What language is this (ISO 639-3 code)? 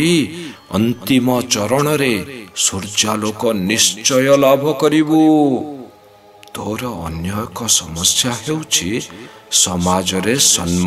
ori